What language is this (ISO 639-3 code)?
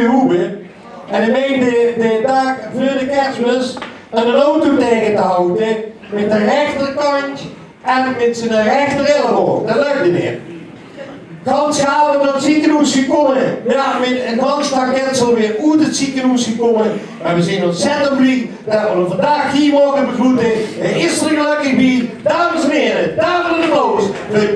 lim